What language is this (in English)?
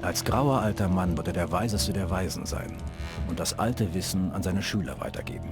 Bavarian